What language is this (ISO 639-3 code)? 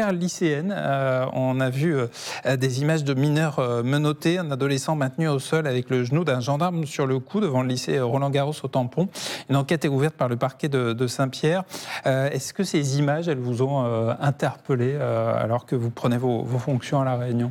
fra